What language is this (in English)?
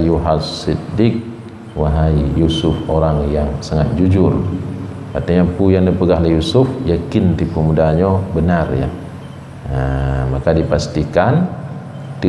Achinese